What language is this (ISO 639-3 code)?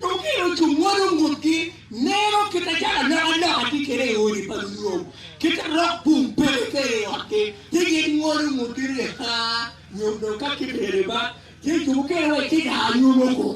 ach